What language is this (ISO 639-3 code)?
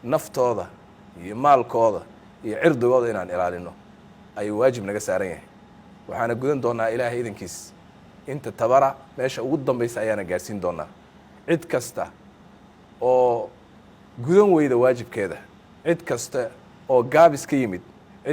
som